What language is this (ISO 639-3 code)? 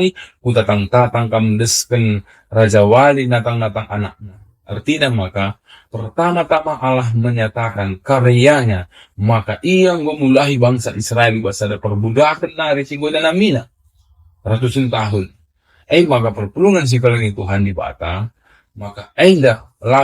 btx